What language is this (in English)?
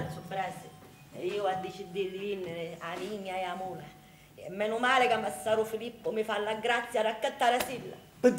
Sicilian